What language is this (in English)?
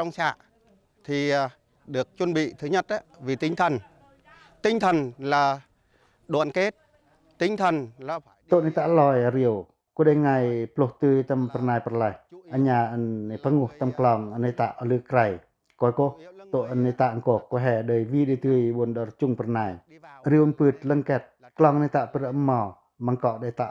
Pacoh